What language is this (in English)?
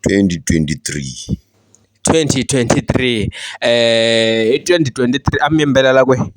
Tsonga